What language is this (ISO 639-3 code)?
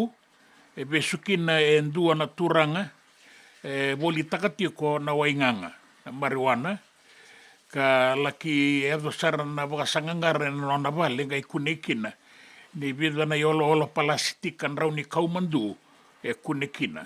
fij